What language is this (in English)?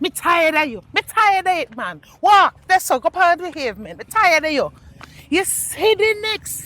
Jamaican Creole English